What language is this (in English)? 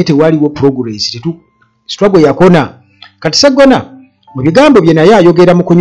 Ganda